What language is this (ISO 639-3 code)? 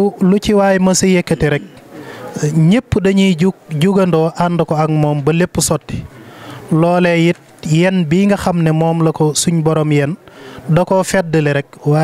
wol